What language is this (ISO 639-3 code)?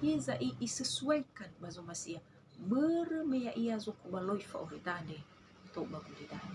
nia